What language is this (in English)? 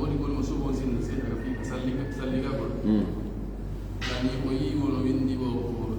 Fula